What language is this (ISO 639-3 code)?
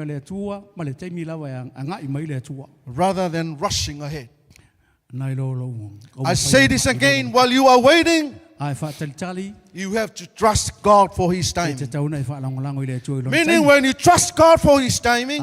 smo